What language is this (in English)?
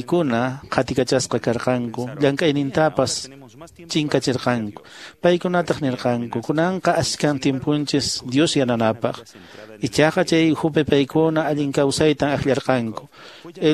Quechua